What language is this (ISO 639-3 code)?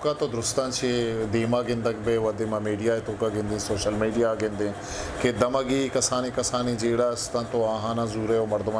bgp